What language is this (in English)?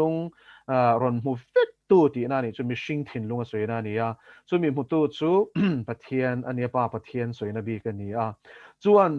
Mizo